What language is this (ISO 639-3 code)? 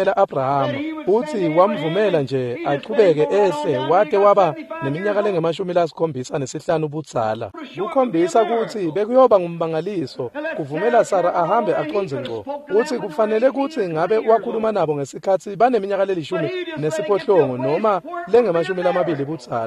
ssw